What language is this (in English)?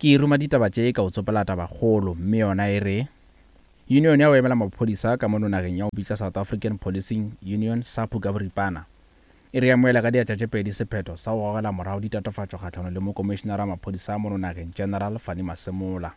Northern Sotho